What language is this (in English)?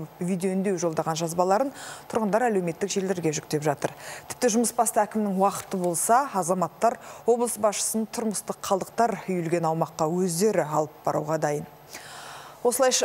Kazakh